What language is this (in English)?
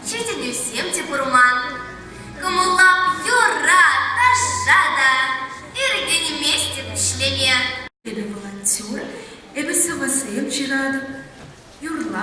Chuvash